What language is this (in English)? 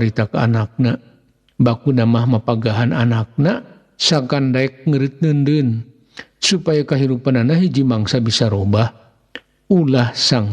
Sundanese